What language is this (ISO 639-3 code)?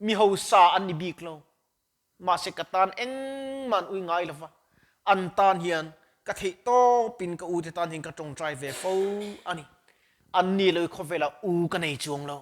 lus